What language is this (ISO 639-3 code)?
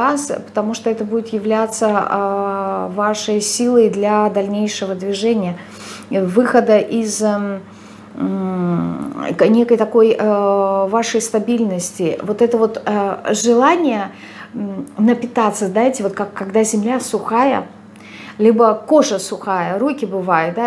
rus